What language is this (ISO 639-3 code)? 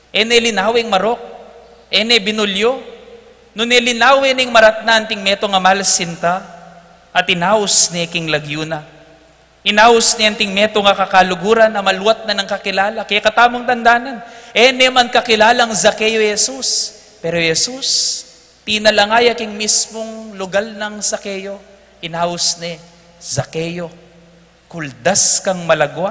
pam